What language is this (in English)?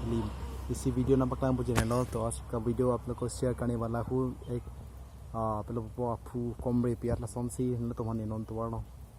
Karbi